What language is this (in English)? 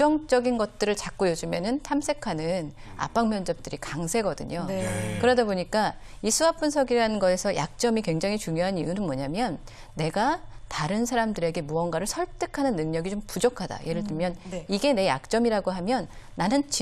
Korean